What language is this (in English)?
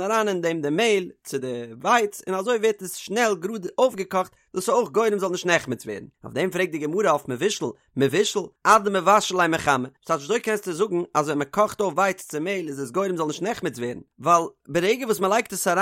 Yiddish